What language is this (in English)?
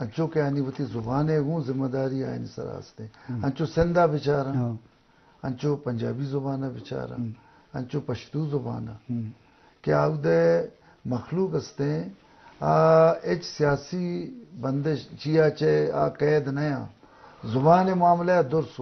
Eastern Balochi